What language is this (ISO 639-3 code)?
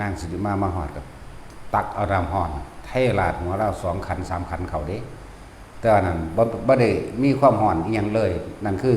tts